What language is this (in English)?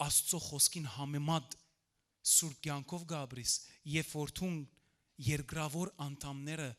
Western Armenian